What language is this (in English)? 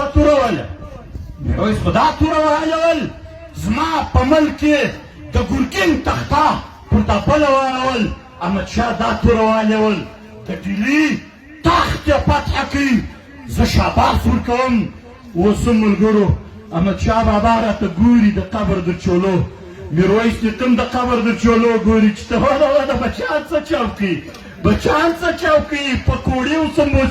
Pashto